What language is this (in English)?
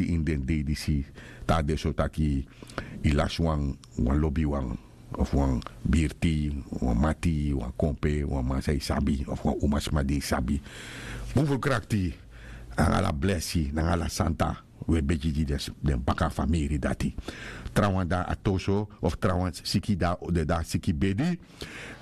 Sranan Tongo